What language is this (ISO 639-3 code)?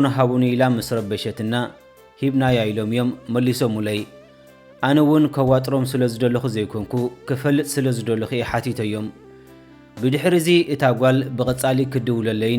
tir